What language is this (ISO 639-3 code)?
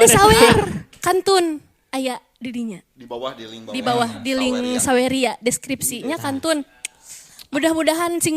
sun